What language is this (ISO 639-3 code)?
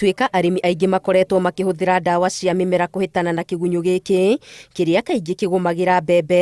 kik